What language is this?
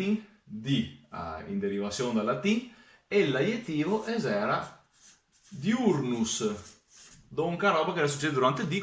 Venetian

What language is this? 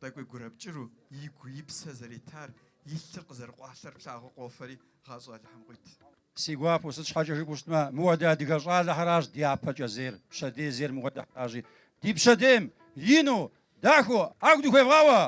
Kabardian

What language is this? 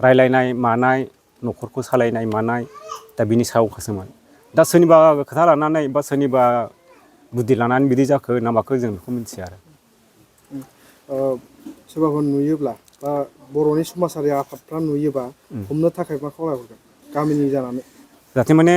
Bodo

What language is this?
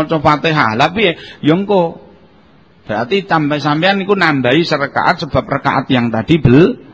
Javanese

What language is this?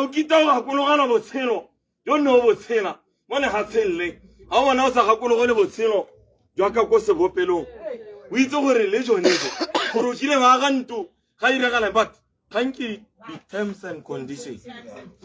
Tswana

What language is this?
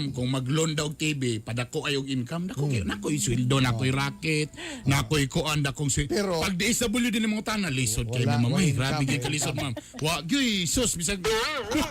Cebuano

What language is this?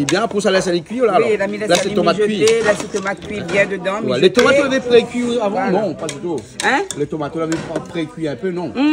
Réunion Creole French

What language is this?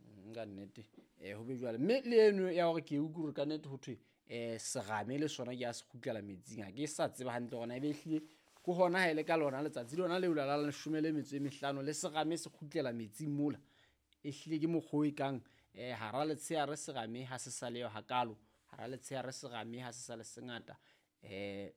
Southern Sotho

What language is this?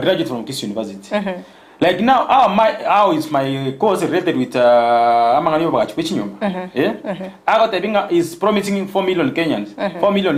Gusii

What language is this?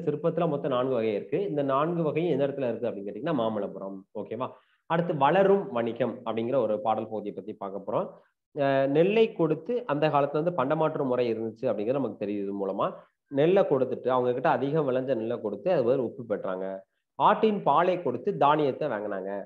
Tamil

